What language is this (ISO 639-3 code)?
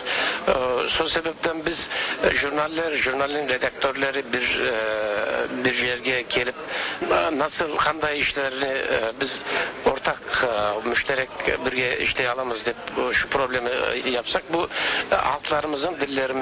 tat